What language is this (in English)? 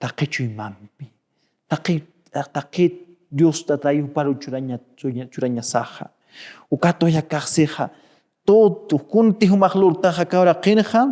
Aymara